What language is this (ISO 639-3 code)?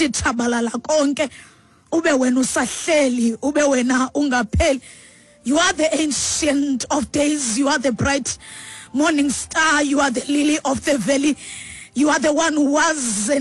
xho